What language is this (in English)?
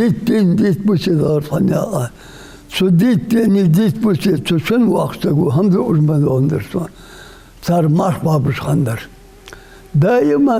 Ingush